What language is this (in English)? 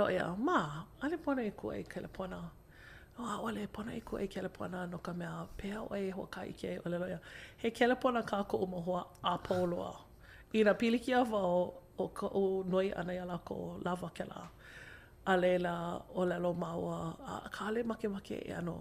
Hawaiian